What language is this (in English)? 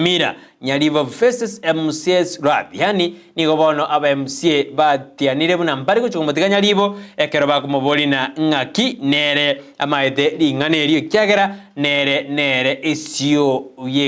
Gusii